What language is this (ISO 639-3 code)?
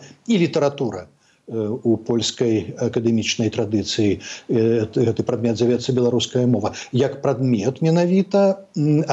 bel